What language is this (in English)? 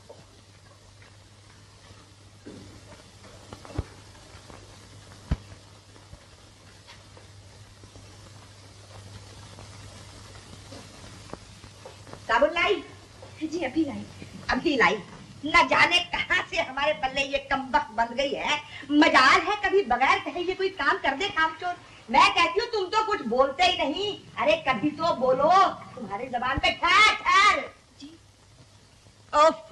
Hindi